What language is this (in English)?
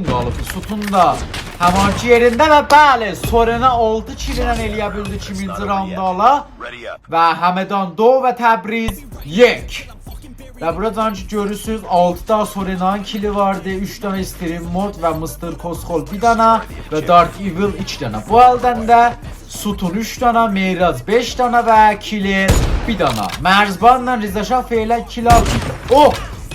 South Azerbaijani